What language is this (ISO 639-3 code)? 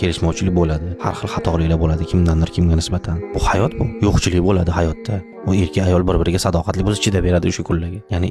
uzb